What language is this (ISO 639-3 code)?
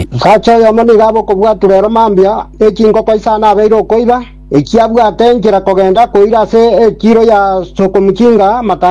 guz